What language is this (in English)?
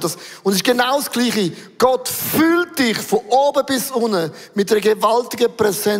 Swiss German